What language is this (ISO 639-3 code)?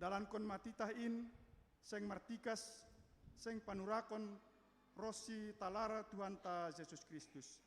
bts